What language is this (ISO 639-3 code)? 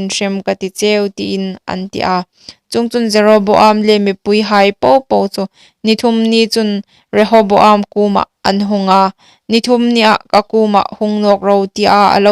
hmr